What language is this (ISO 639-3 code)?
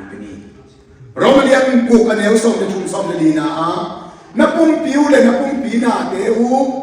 ctd